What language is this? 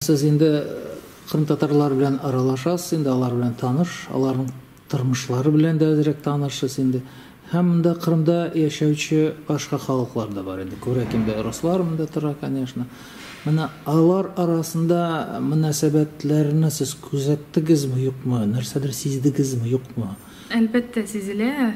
Tatar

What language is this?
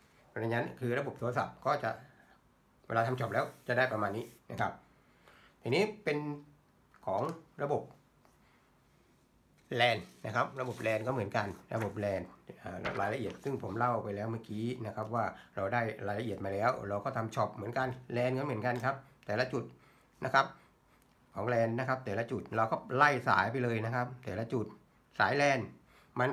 Thai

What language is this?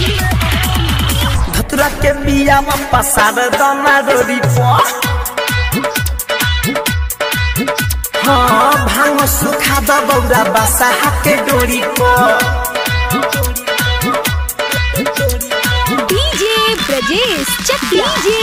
Bhojpuri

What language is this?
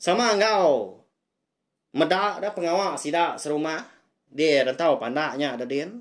Iban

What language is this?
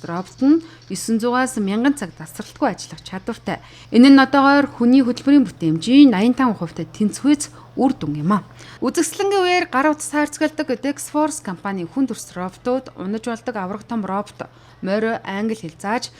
Mongolian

